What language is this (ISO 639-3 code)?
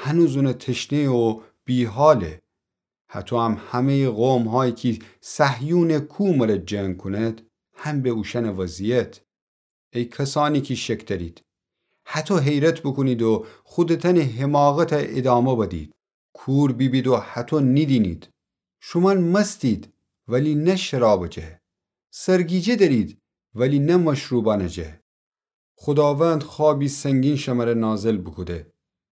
glk